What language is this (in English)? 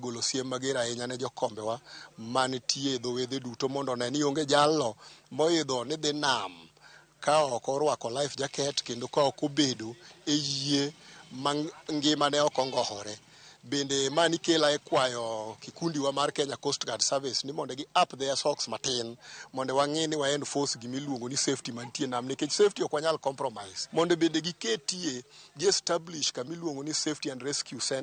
Luo (Kenya and Tanzania)